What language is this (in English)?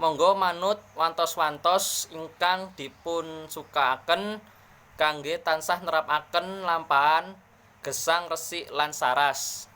Javanese